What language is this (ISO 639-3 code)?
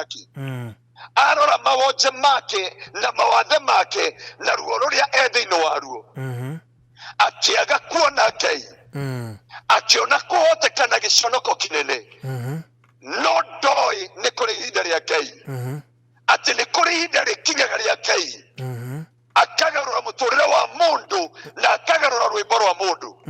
kik